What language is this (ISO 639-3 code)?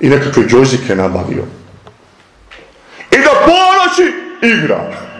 bos